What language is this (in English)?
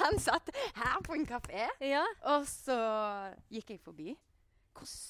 Norwegian